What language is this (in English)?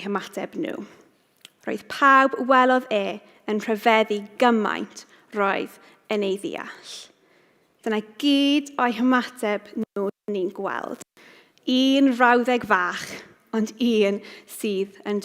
Welsh